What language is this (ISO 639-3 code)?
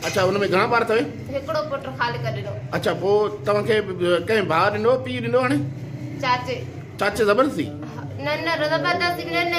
snd